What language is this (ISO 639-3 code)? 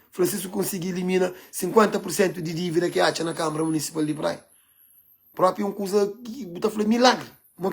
kea